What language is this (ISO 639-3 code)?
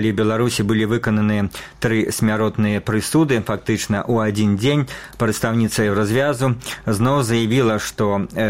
bel